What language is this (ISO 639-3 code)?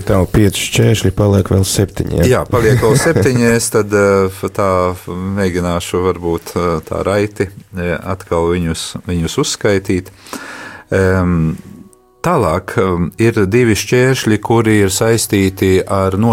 lav